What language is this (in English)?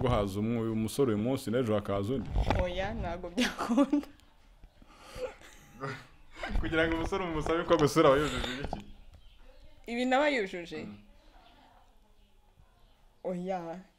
Kinyarwanda